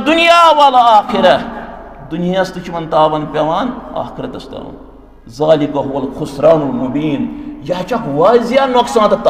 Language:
Kashmiri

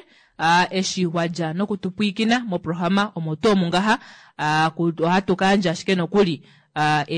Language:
Kuanyama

